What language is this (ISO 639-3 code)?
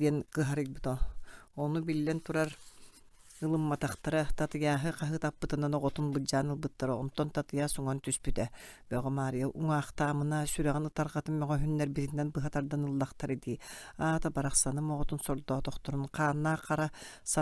sah